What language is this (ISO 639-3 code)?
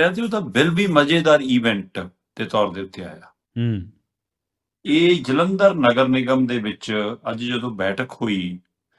pan